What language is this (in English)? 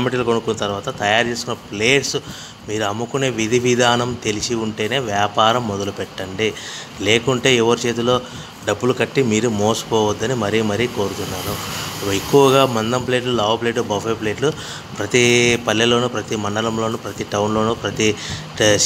Telugu